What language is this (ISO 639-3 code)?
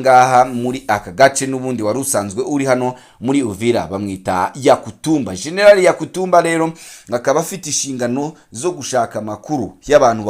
kin